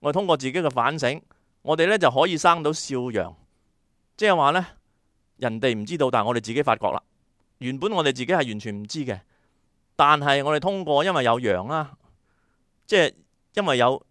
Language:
Cantonese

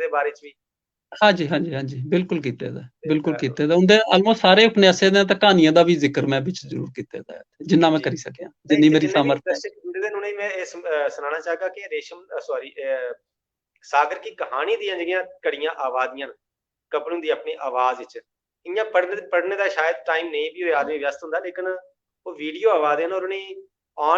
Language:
Dogri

